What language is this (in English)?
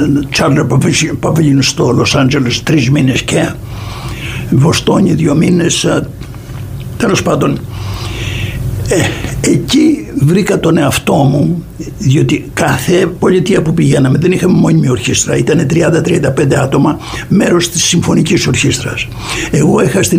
Greek